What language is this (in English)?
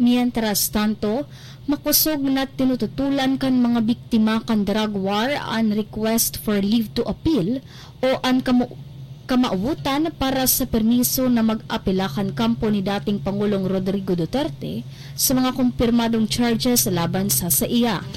Bikol